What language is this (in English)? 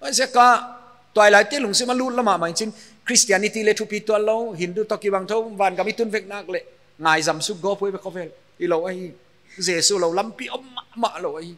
Paite Chin